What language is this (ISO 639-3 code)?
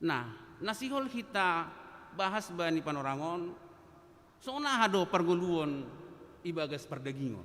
bts